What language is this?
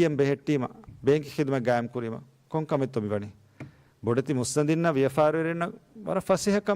Divehi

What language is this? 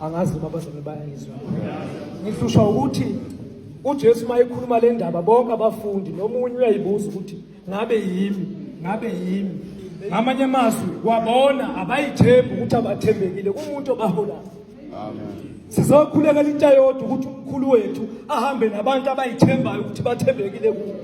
Zulu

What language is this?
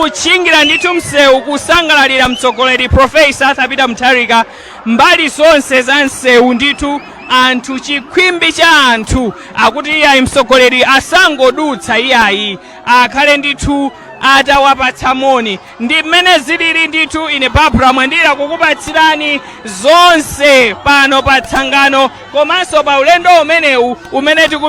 Nyanja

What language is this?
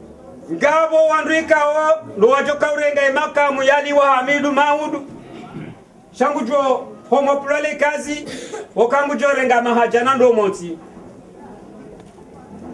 Swahili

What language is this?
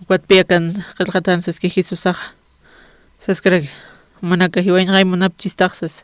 Aymara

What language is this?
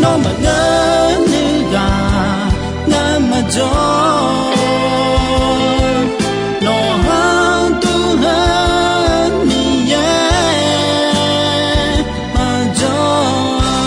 Akha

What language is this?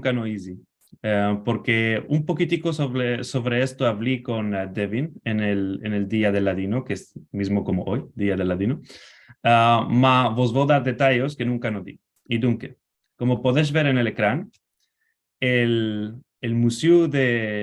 Ladino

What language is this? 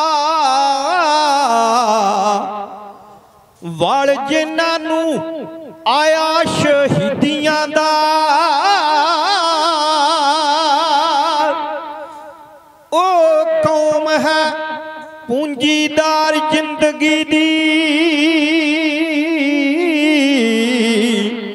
Punjabi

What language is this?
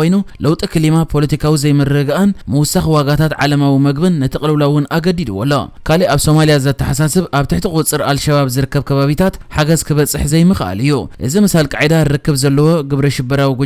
Tigrinya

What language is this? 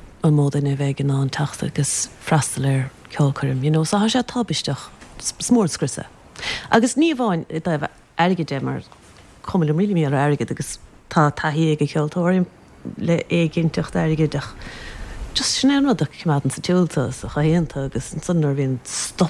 Irish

